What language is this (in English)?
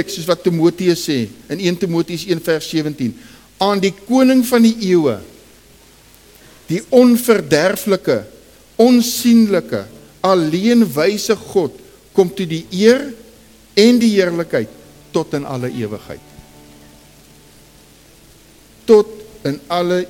Afrikaans